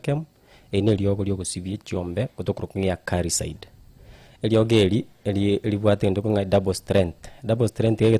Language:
Gusii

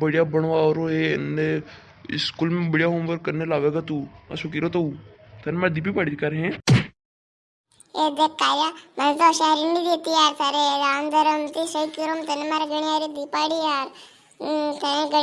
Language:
Rajasthani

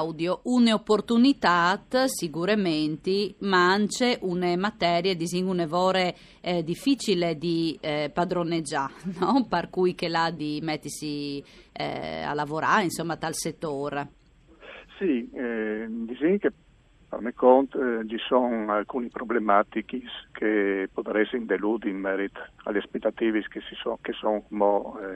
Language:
Friulian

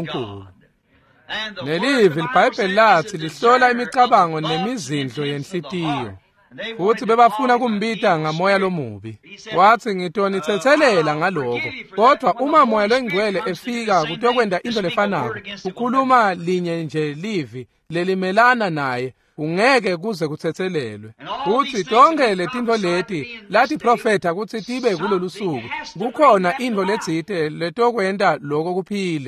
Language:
Swati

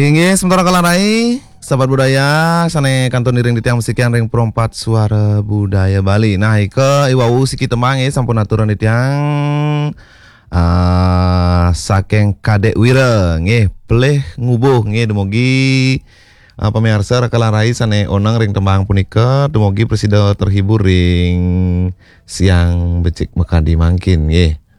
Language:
Balinese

